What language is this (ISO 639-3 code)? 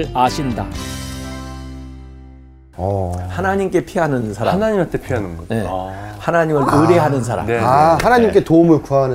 kor